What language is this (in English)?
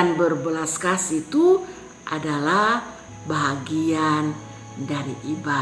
Kupang Malay